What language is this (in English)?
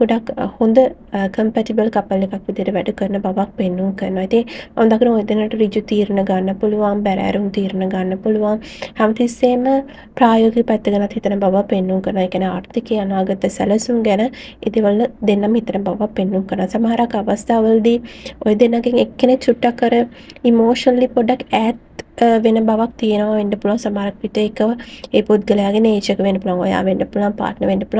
Sinhala